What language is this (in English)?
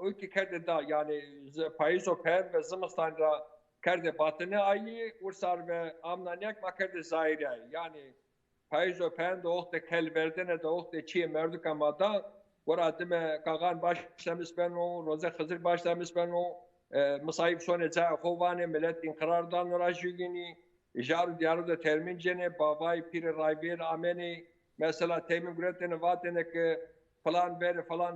Zaza